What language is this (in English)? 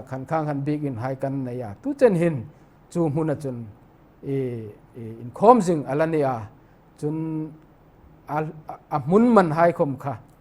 Hmar